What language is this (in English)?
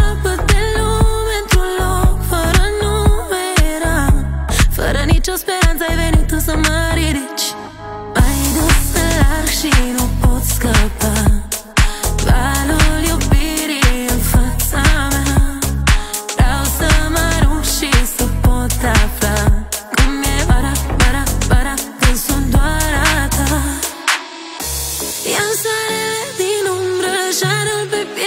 Romanian